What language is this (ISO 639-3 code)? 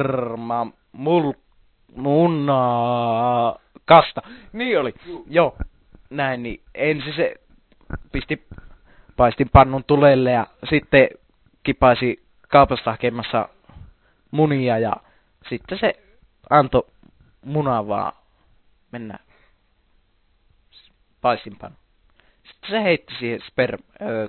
fin